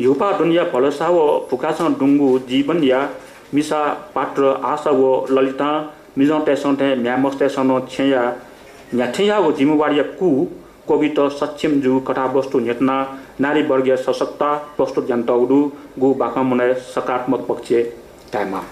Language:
Newari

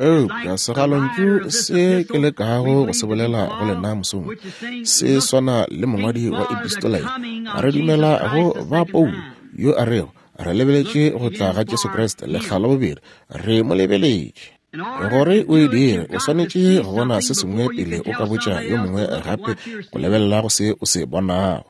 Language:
Northern Sotho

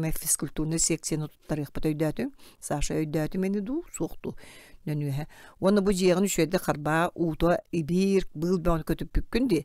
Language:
Yakut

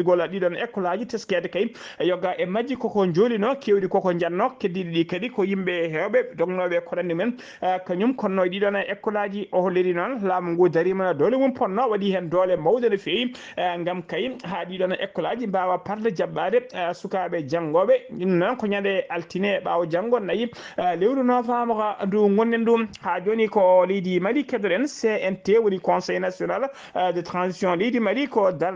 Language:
Fula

